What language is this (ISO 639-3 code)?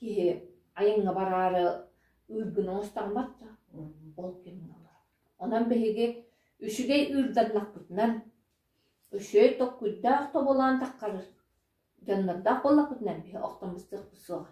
sah